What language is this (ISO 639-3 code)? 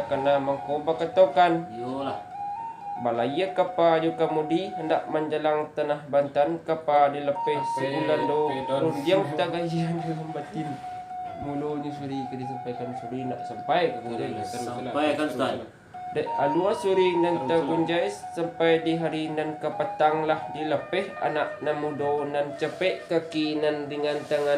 min